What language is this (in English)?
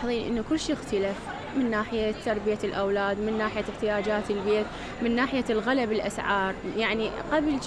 Mesopotamian Arabic